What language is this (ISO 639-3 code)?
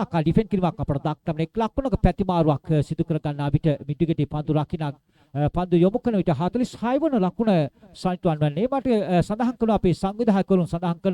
sin